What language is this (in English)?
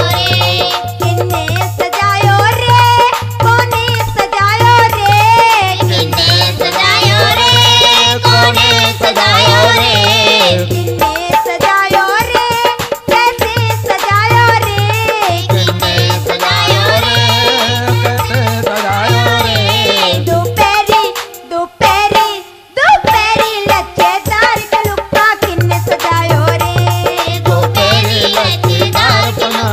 Haryanvi